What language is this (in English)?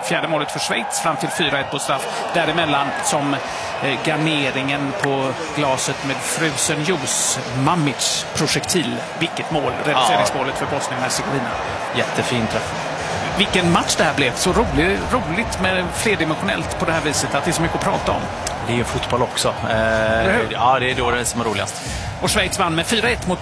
Swedish